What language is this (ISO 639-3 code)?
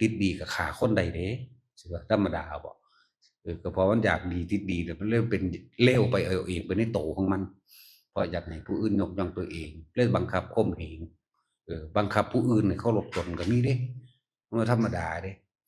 tts